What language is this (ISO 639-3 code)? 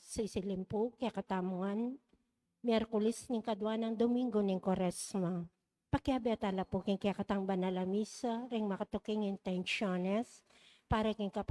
pam